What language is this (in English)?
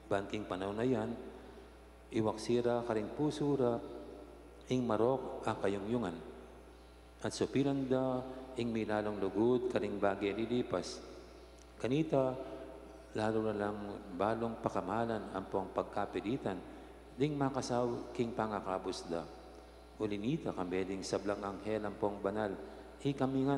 Pampanga